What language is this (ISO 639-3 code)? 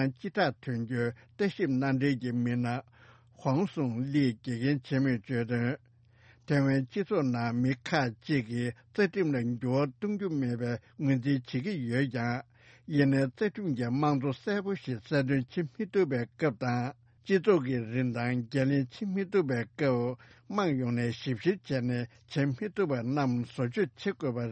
bod